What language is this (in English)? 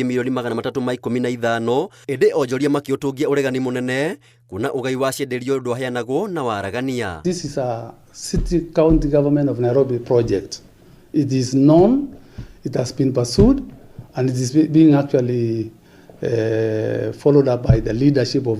Kikuyu